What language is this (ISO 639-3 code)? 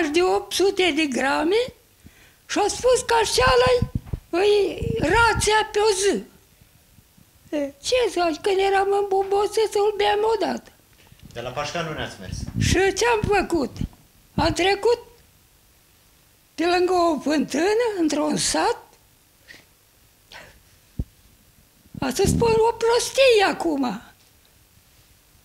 ron